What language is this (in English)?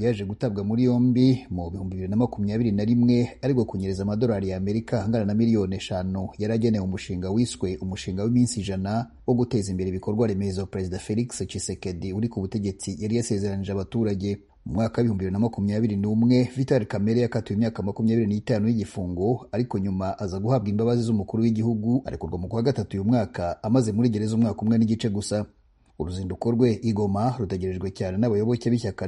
Kinyarwanda